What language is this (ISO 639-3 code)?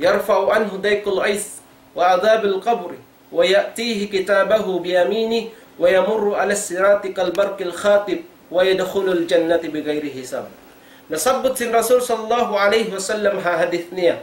tsg